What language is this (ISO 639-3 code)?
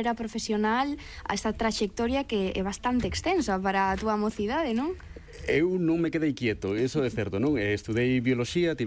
glg